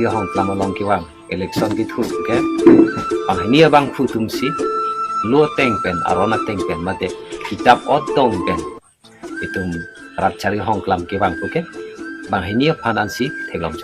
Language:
Karbi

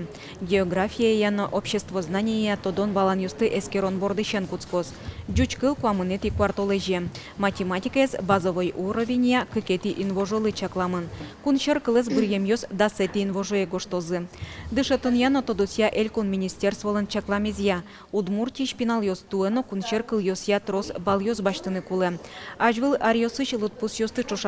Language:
Udmurt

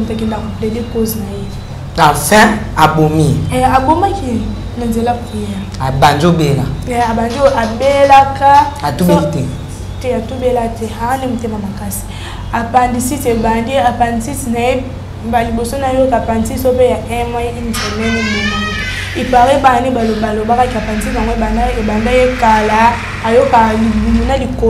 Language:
Lingala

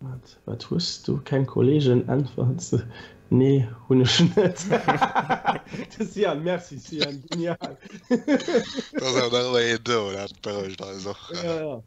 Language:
Luxembourgish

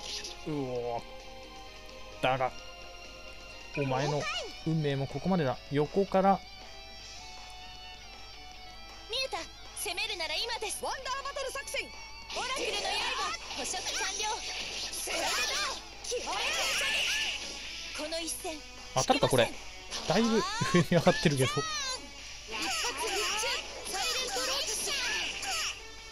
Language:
Japanese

